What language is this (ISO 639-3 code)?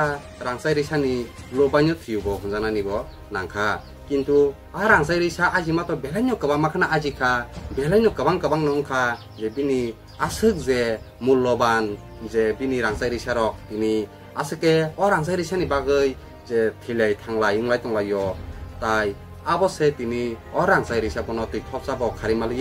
trp